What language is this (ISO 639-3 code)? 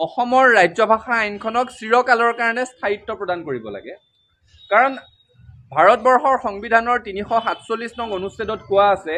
asm